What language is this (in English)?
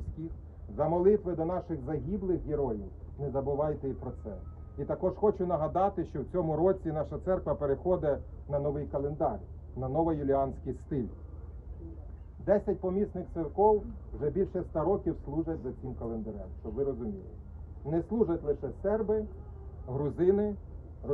Ukrainian